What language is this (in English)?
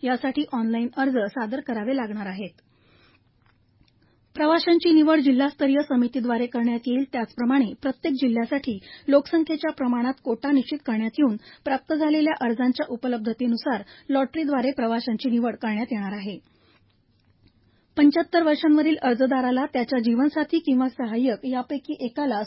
Marathi